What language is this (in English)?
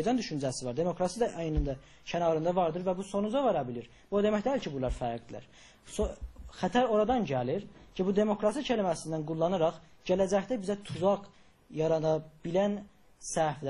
South Azerbaijani